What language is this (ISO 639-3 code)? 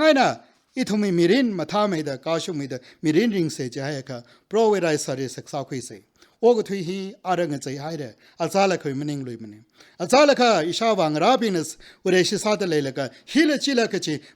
nmf